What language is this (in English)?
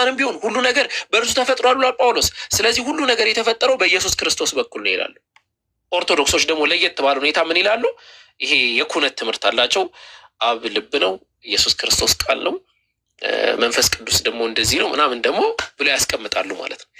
Amharic